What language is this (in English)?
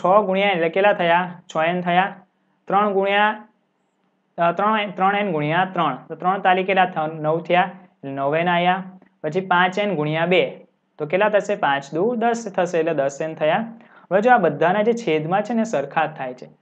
Gujarati